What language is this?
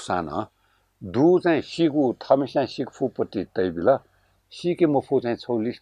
Newari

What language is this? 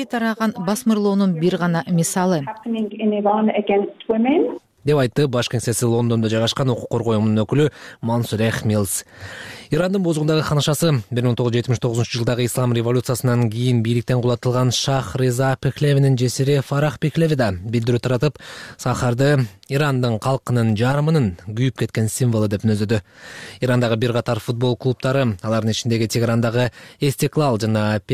Kyrgyz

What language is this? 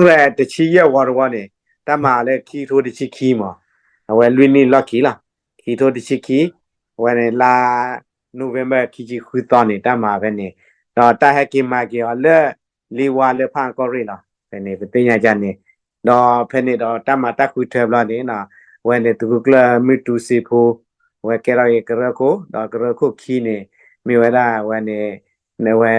S'gaw Karen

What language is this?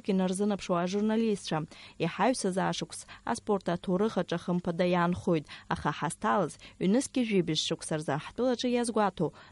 Abkhazian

